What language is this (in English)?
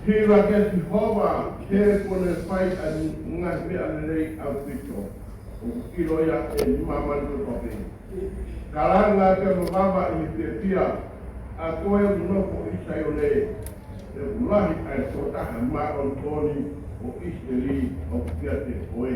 Tongan